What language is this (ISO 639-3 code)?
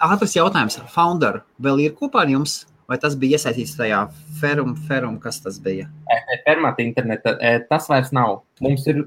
lav